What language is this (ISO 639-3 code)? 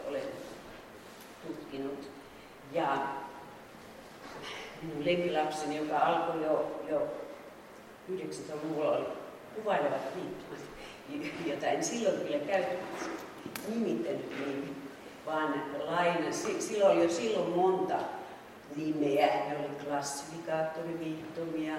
fin